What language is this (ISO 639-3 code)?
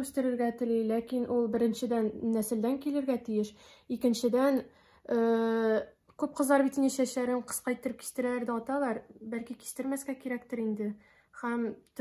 tat